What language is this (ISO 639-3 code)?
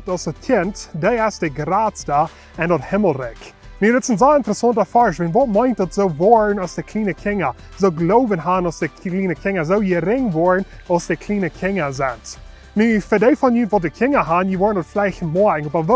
pdt